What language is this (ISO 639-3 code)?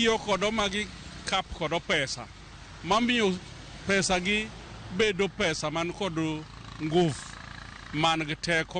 luo